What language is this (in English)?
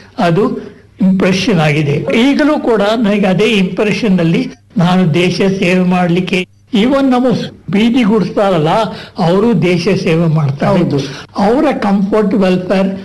Kannada